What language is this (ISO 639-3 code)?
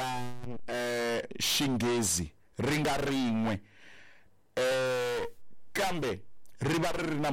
tso